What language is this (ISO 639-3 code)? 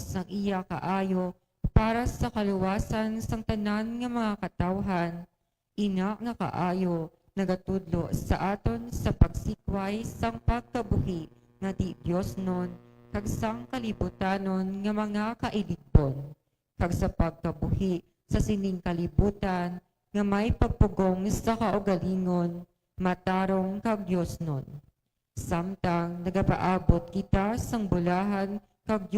hil